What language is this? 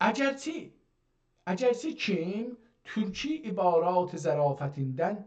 South Azerbaijani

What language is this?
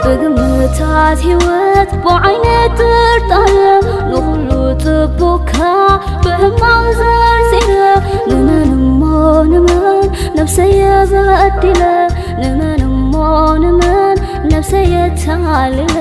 Tigrinya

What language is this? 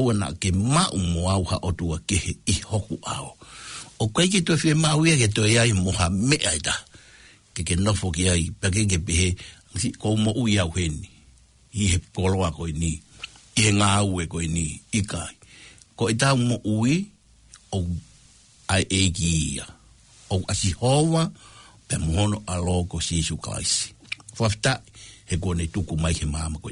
Tongan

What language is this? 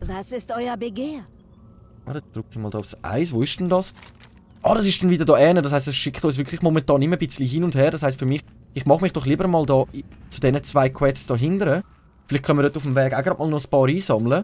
Swiss German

